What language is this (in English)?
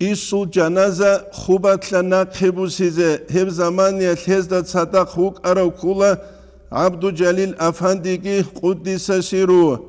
Avaric